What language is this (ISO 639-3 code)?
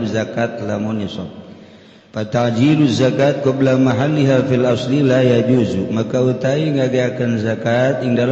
sun